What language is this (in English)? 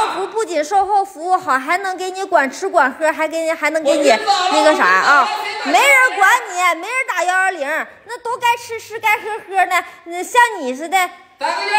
Chinese